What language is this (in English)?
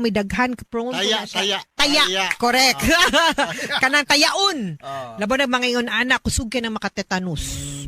Cebuano